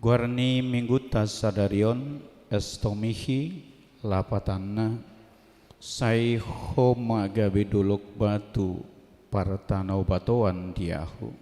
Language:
Batak Toba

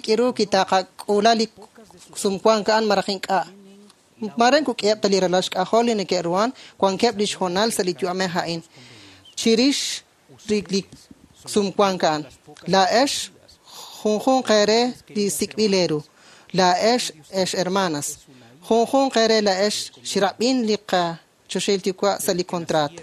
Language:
Kekchí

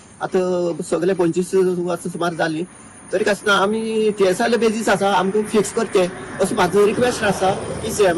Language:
Konkani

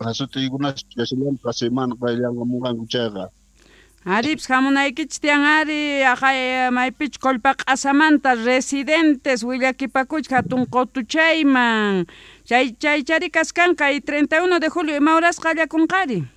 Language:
South Bolivian Quechua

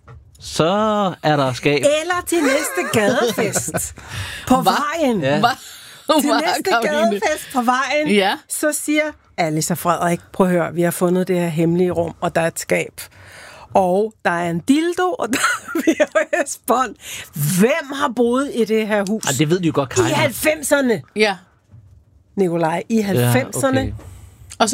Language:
Danish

